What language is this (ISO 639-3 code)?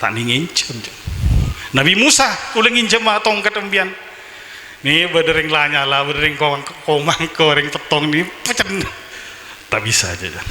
mad